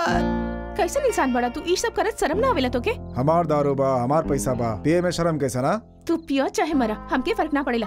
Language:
Bhojpuri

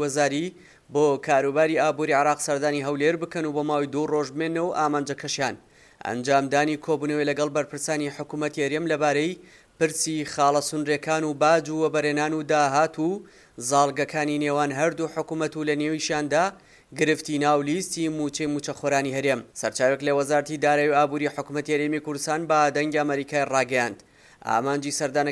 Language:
Central Kurdish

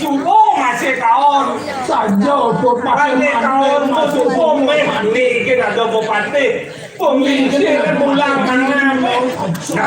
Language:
Balinese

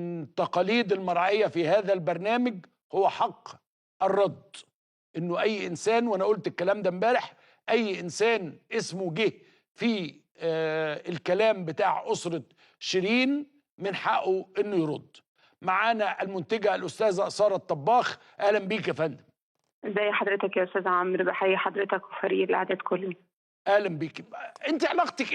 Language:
Egyptian Arabic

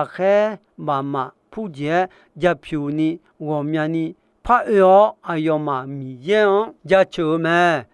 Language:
Akha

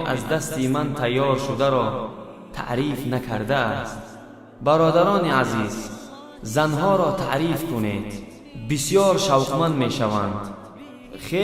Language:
Tajik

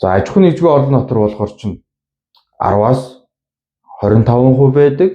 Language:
Mongolian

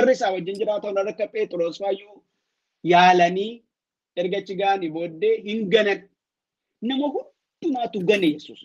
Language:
Oromo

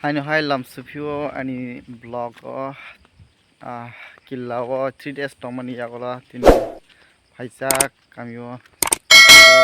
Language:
Kok Borok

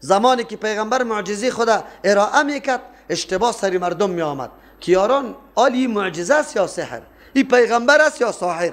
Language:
Persian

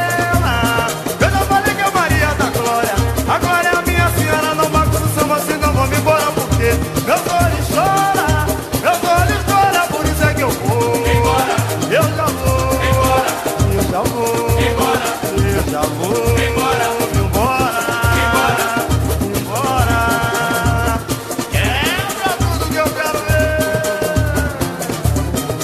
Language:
Portuguese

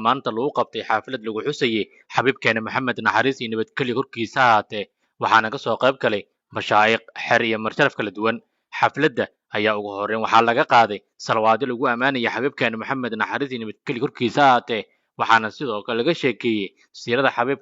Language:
Somali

